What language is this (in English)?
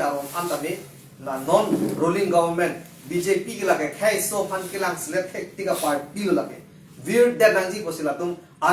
Karbi